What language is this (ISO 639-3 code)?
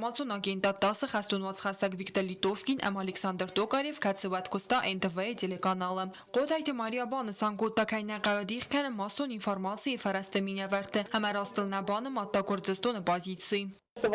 oss